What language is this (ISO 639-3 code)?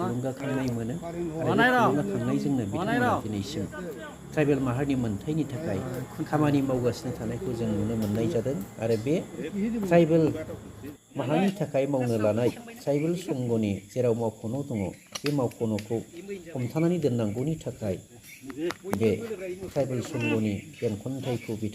brx